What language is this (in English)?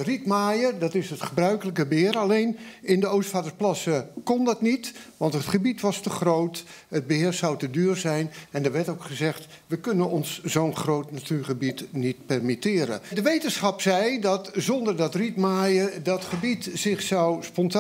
Dutch